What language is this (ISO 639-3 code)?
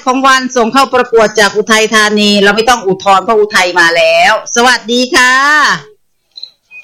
tha